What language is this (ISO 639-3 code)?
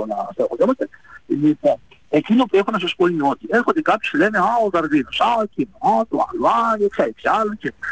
ell